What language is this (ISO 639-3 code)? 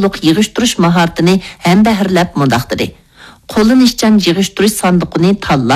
uig